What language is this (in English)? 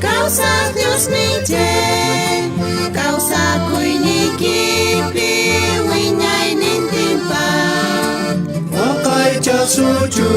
South Bolivian Quechua